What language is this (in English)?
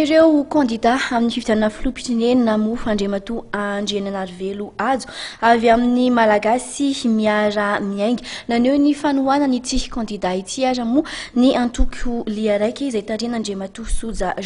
Malagasy